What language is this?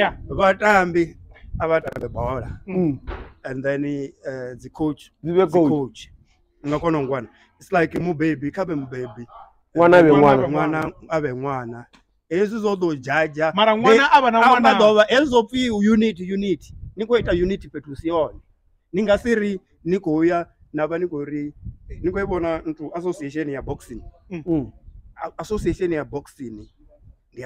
Venda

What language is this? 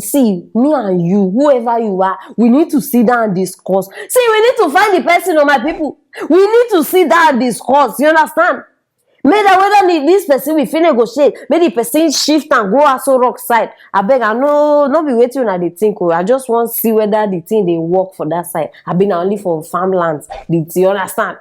Nigerian Pidgin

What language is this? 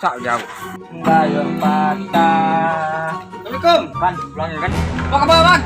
Minangkabau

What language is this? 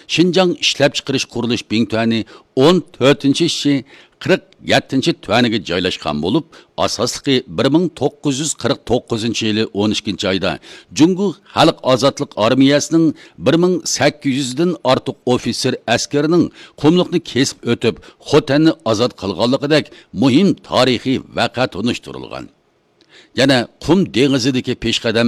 Uyghur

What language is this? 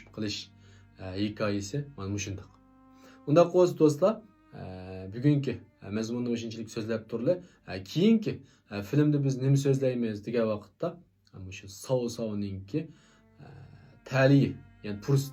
Uyghur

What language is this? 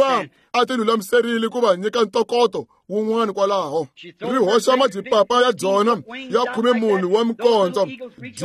Tsonga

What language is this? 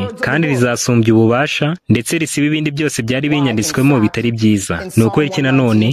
Kinyarwanda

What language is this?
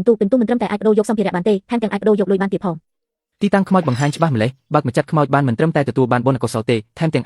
Khmer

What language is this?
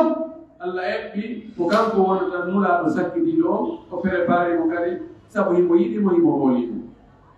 Pular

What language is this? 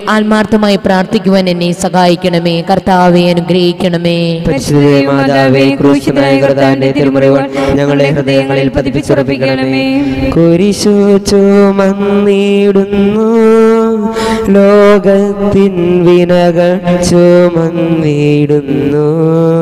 Malayalam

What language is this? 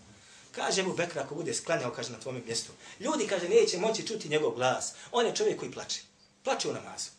Bosnian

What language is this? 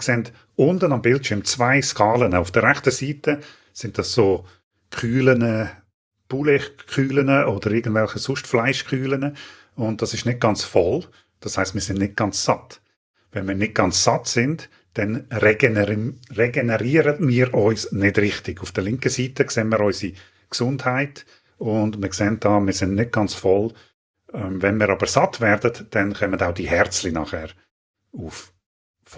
Swiss German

